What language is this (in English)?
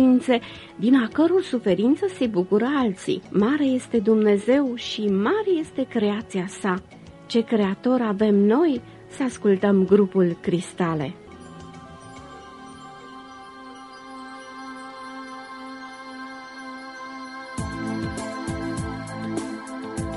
Romanian